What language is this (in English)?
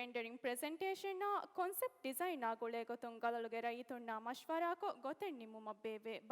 Divehi